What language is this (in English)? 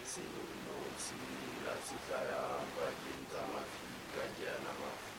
Southern Sotho